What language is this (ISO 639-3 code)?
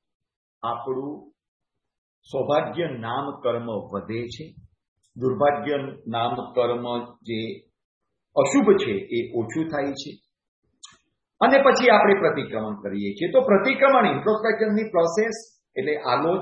guj